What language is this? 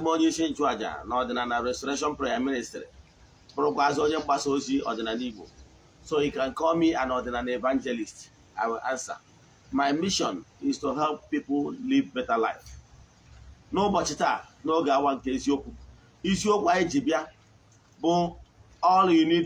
Igbo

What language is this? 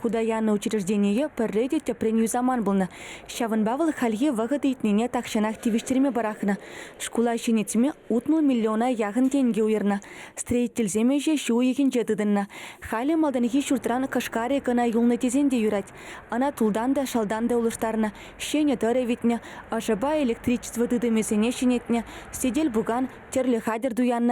Chuvash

